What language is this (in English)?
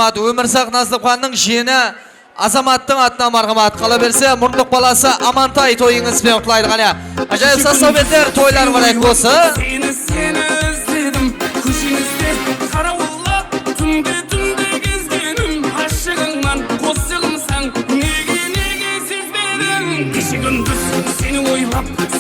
Kara-Kalpak